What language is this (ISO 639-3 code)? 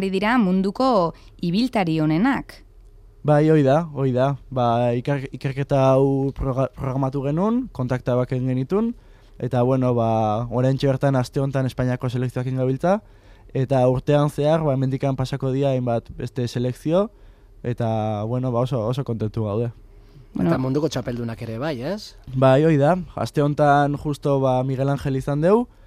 eus